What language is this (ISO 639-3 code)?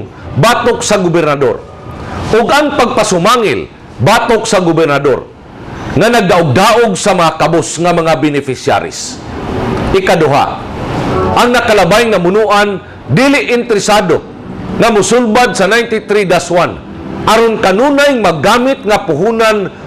ceb